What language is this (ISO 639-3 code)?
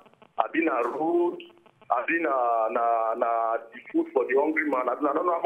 pcm